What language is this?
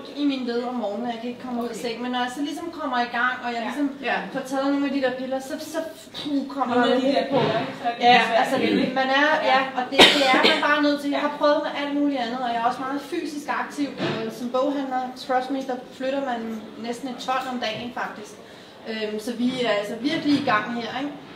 Danish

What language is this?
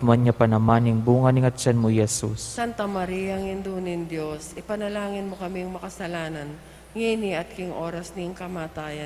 Pampanga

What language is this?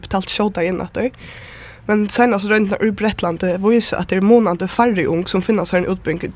Faroese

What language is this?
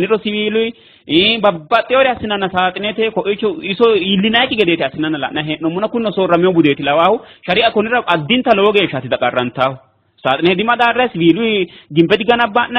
Sidamo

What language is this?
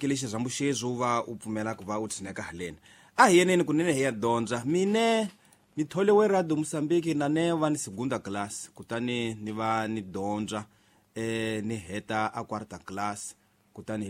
Tsonga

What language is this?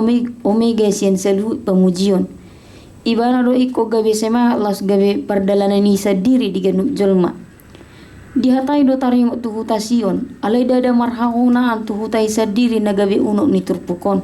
Batak Toba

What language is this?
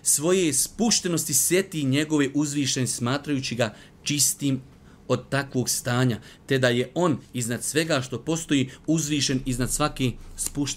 Bosnian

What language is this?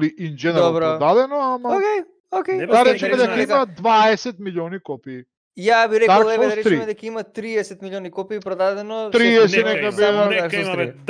Macedonian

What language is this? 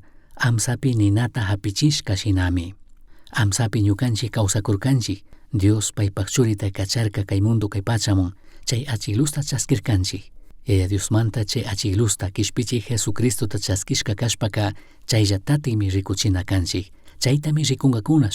Chimborazo Highland Quichua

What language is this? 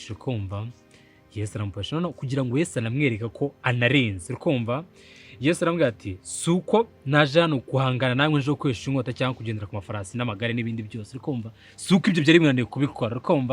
Kinyarwanda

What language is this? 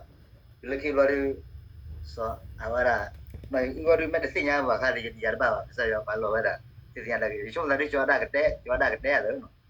S'gaw Karen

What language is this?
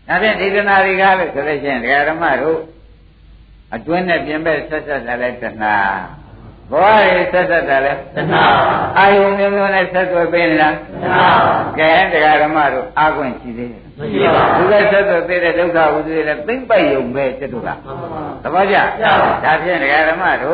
Burmese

